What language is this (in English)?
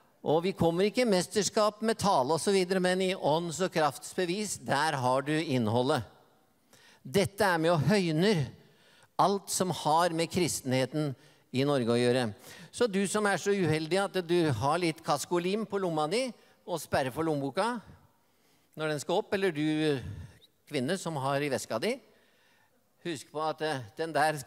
Norwegian